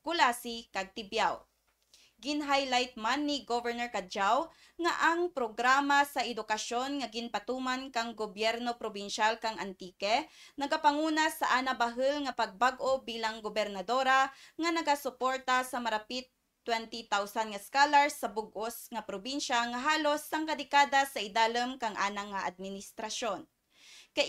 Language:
Kinaray-a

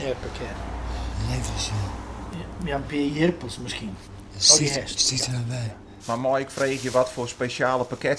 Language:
Western Frisian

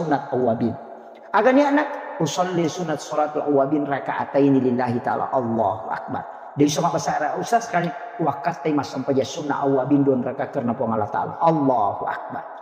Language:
Buginese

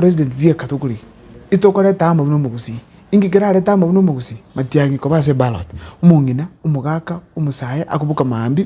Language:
Gusii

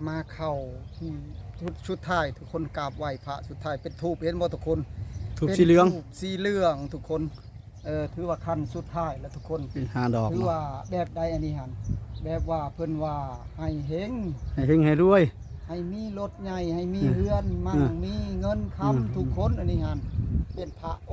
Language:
Northeastern Thai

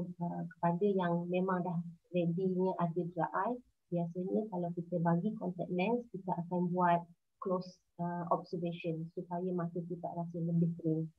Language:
Malay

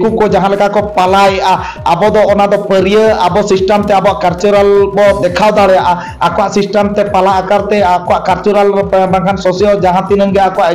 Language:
Santali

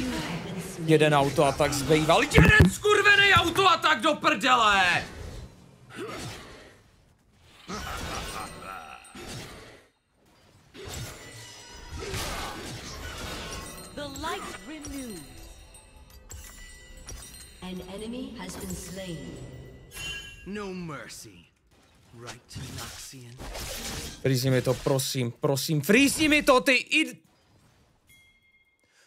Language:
Czech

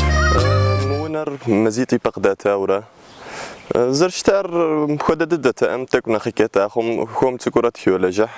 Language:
Kabardian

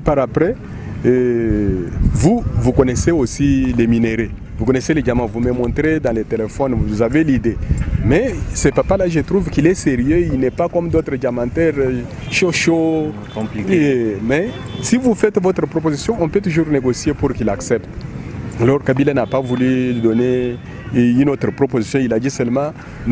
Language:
French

